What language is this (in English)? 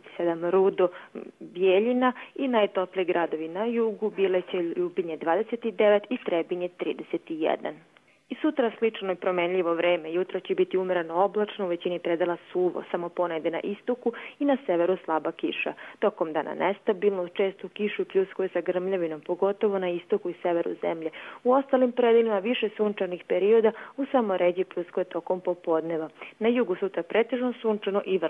Serbian